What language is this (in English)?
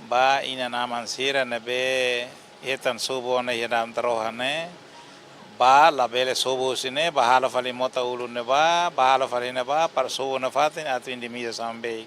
Tetum